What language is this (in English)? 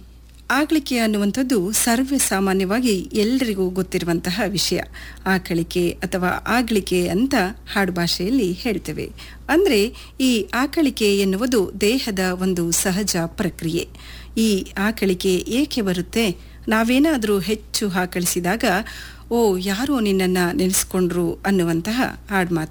Kannada